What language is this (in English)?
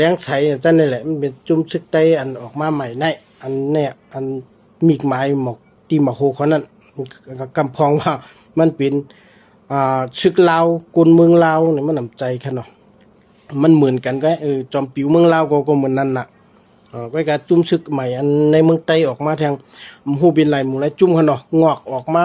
Shan